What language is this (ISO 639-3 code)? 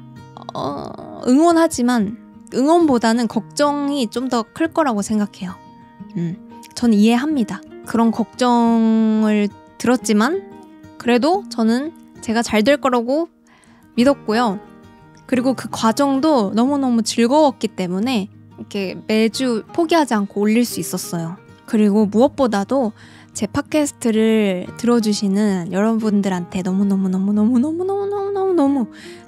kor